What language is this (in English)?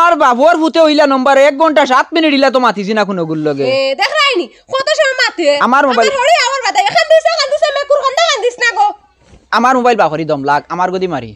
Sylheti